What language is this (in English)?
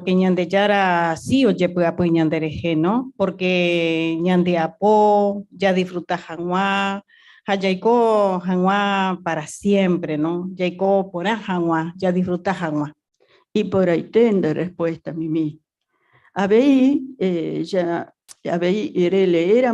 Guarani